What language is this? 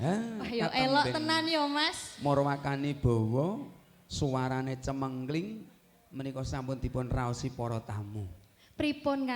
Javanese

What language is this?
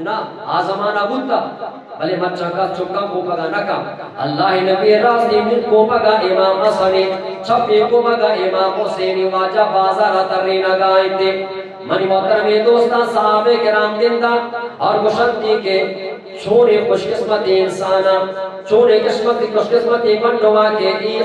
Eastern Balochi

